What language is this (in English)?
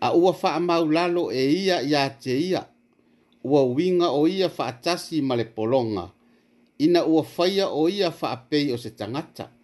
Samoan